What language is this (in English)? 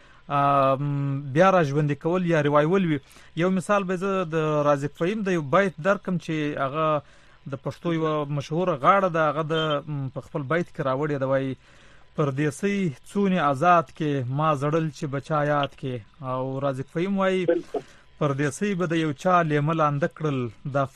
Pashto